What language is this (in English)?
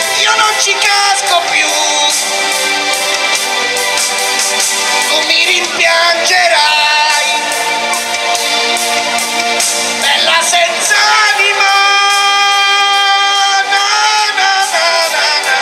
Italian